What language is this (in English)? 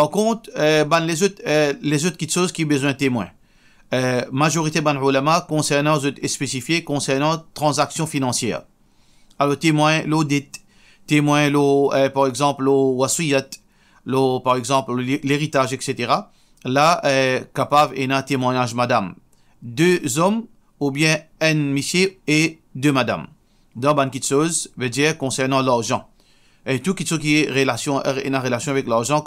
Morisyen